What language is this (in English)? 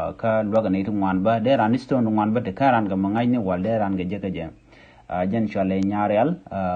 Nuer